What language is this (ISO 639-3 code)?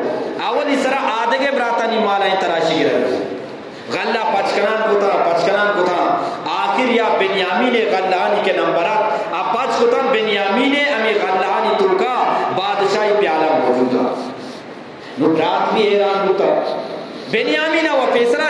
bgp